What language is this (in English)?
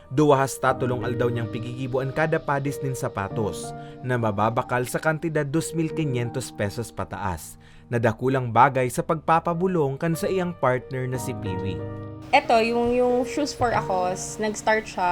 Bikol